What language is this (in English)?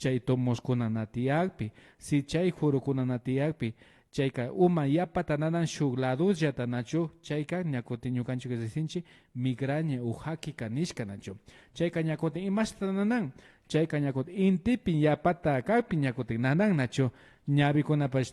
Imbabura Highland Quichua